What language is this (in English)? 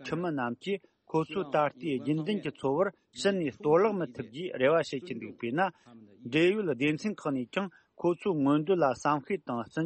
Tibetan